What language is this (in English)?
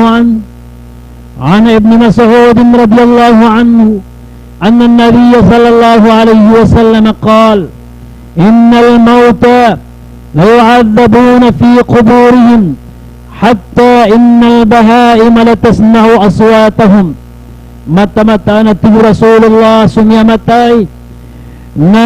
Maranao